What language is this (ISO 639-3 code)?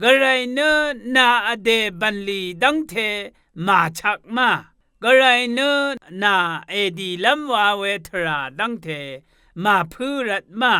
raw